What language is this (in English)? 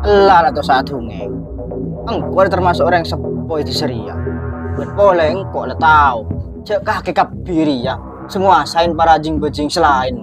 Madurese